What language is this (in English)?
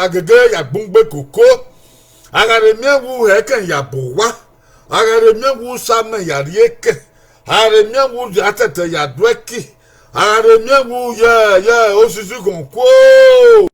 Bini